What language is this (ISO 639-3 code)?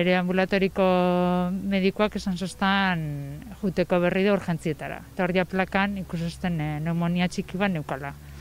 eus